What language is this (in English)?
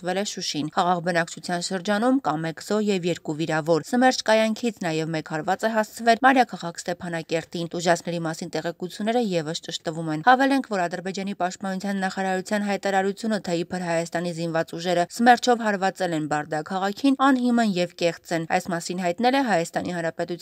Armenian